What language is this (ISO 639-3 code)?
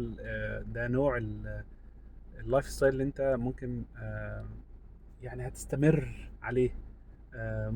arz